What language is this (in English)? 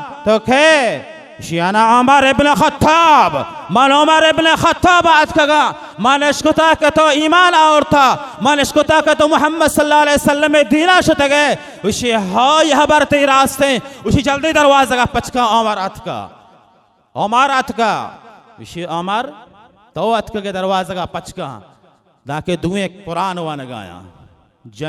Baluchi